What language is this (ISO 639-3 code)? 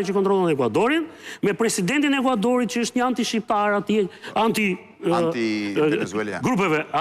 sqi